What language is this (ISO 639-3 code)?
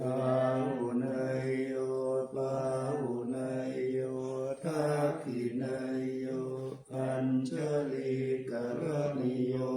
pli